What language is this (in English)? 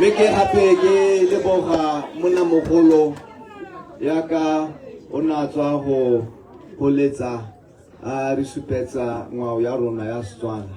Tswana